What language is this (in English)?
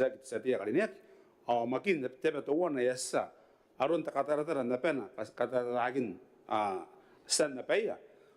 Gilbertese